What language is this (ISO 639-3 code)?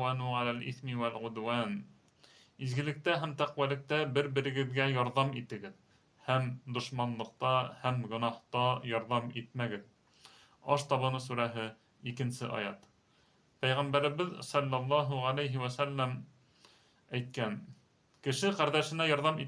bak